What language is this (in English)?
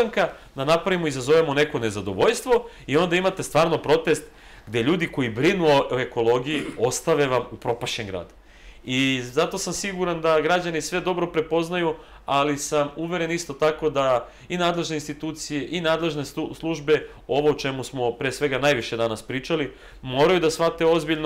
Serbian